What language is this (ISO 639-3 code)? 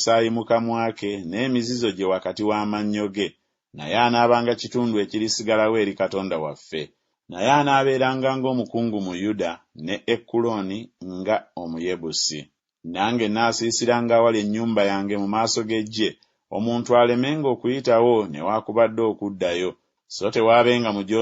lug